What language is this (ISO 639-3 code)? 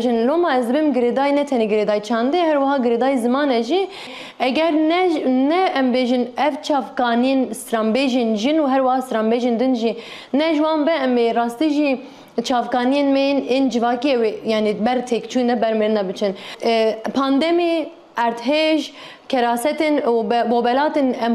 kur